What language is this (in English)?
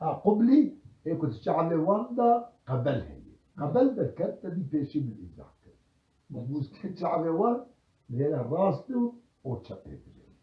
Kurdish